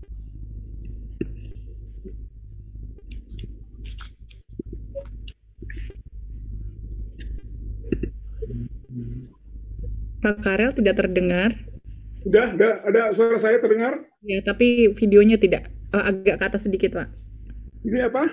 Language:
Indonesian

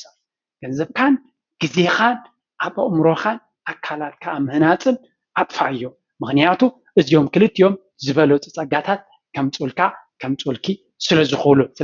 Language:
Tigrinya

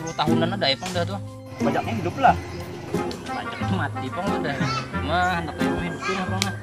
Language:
Banjar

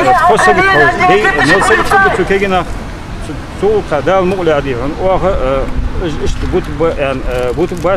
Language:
Ingush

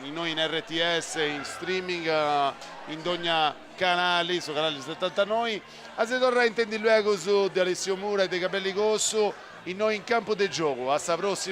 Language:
Sardinian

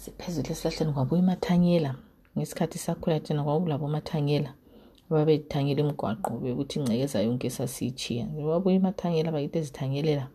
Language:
North Ndebele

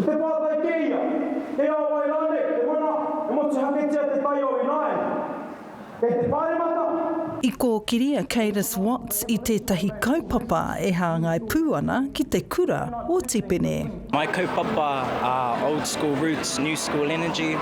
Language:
Māori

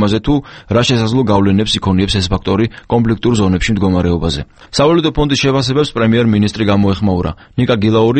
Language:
Georgian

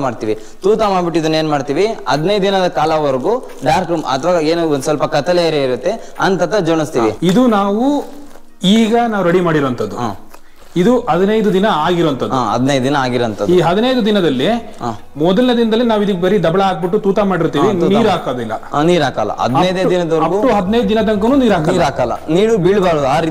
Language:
Kannada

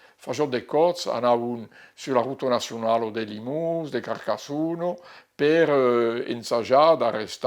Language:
Occitan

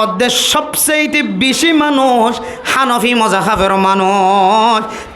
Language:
Rohingya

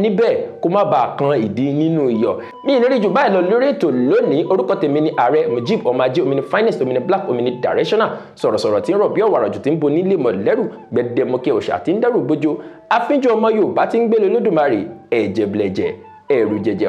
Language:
Yoruba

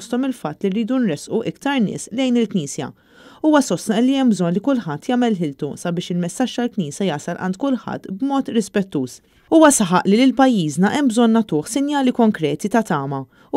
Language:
Maltese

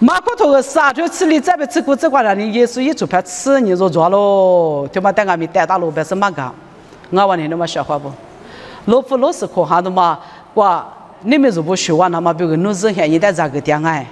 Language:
Lisu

